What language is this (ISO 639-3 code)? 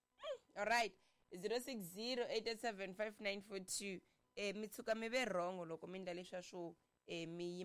tso